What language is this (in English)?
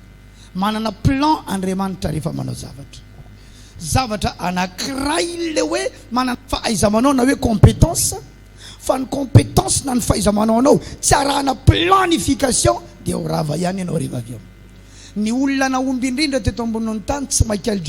Malagasy